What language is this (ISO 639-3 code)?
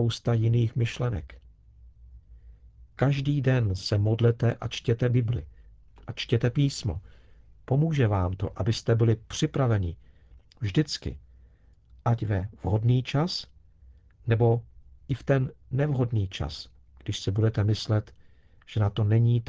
ces